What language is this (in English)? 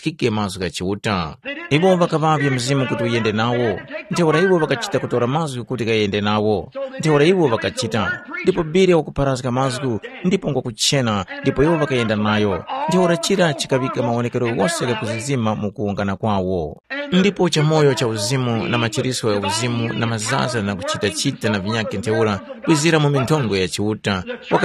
Tumbuka